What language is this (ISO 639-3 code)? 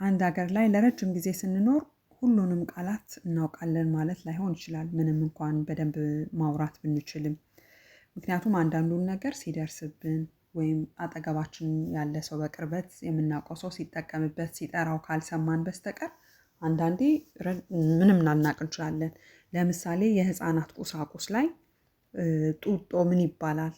amh